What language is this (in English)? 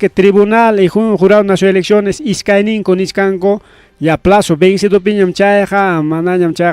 Ayacucho Quechua